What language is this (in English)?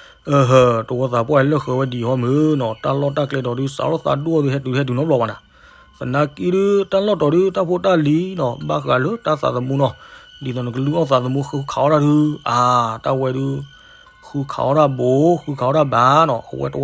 S'gaw Karen